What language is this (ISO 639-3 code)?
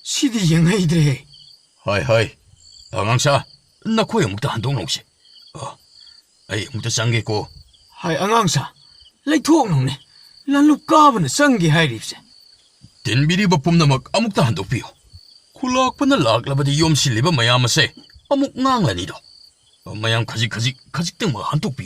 mni